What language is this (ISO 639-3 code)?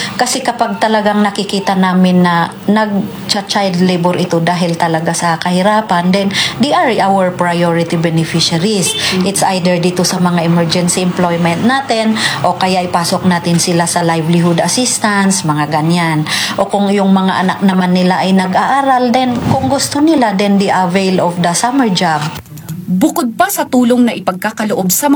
fil